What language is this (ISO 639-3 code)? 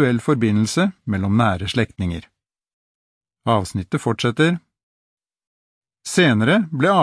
nor